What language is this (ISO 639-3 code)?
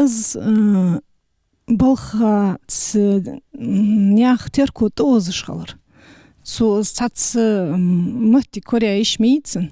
inh